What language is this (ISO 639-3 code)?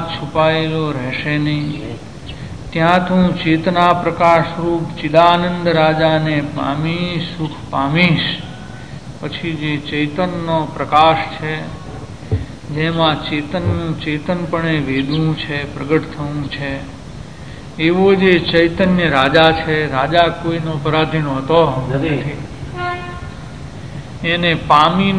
guj